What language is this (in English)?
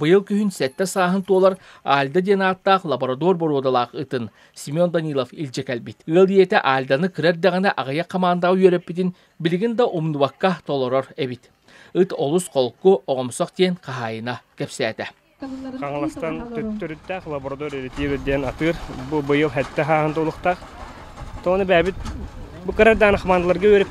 Yakut